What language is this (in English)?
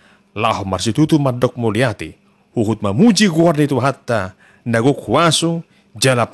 Batak Toba